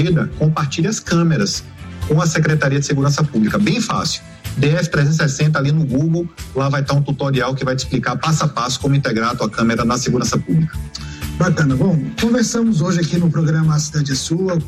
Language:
Portuguese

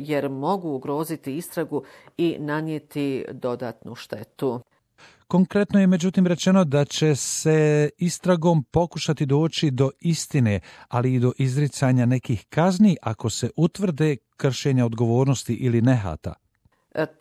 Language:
Bosnian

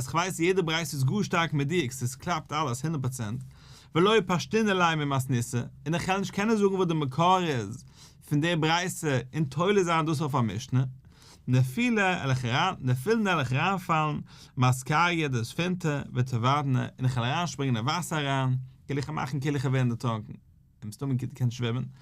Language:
Yiddish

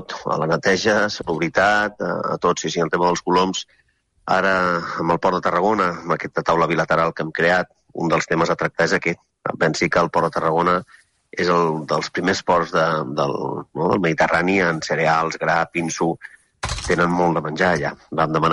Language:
Catalan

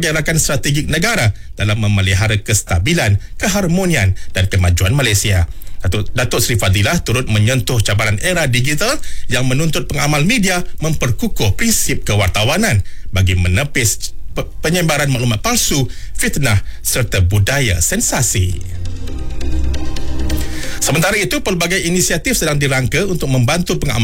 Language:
Malay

